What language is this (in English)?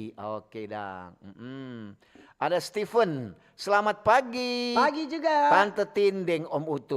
Manado Malay